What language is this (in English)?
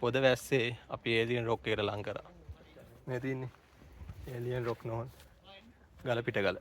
Sinhala